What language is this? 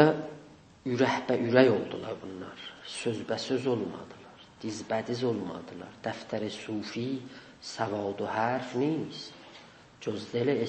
South Azerbaijani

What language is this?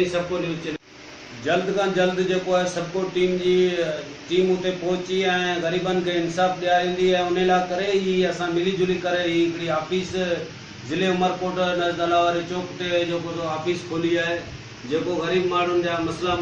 Sindhi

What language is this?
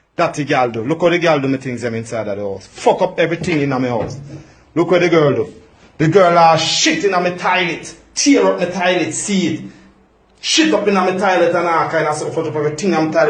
Jamaican Creole English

